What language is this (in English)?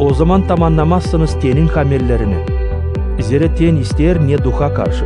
Gagauz